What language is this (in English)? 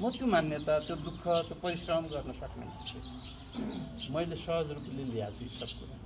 Nepali